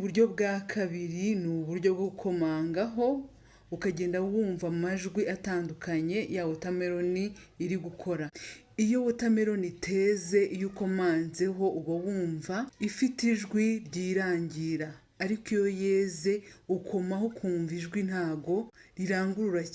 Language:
Kinyarwanda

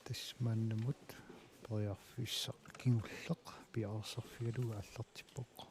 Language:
Kalaallisut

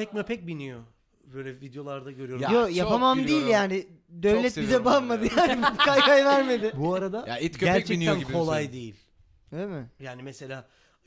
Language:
Turkish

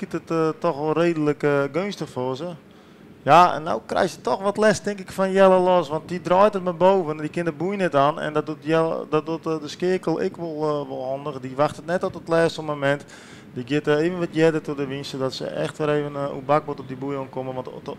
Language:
Western Frisian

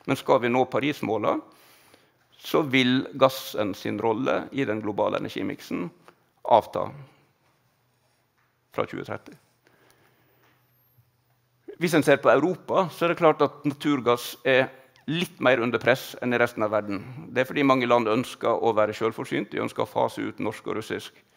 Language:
Norwegian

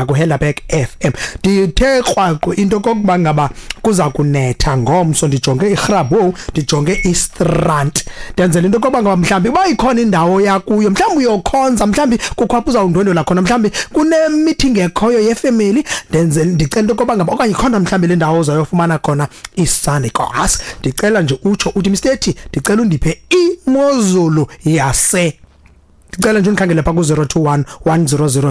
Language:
Xhosa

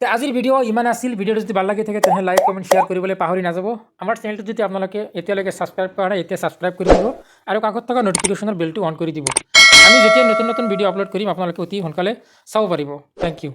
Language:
Assamese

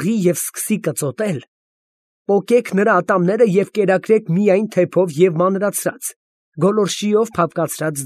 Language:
Armenian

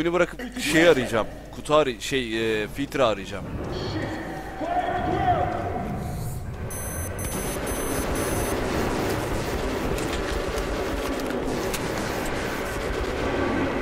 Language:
Turkish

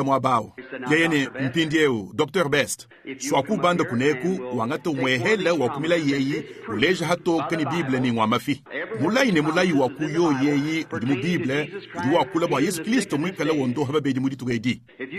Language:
Luba-Lulua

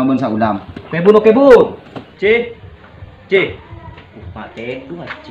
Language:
Madurese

